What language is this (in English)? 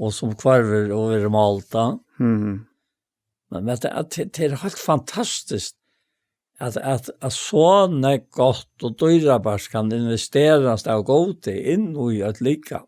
Faroese